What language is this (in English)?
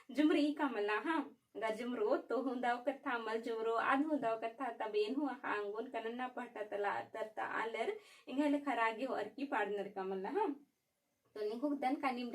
Kurukh